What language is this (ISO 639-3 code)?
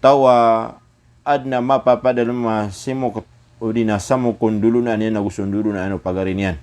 mrw